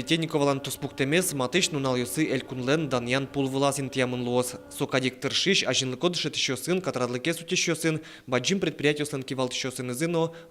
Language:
Udmurt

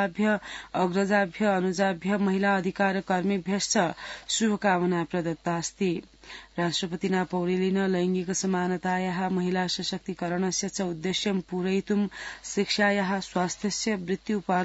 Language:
Sanskrit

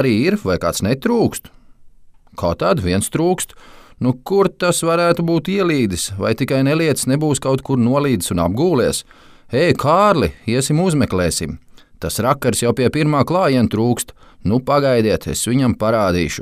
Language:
Latvian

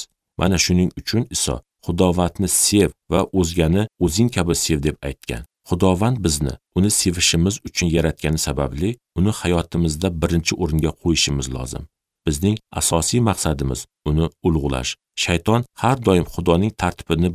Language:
Uzbek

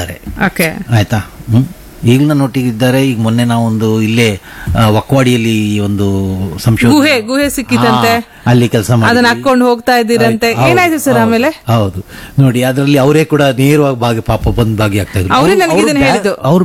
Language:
Kannada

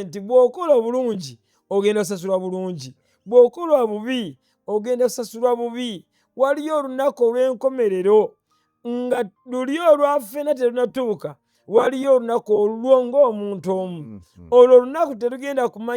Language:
Ganda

